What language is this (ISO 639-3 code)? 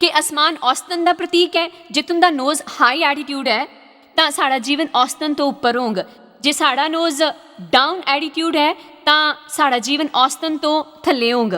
doi